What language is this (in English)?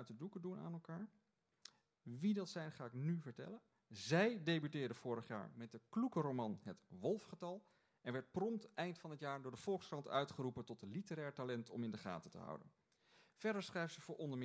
Dutch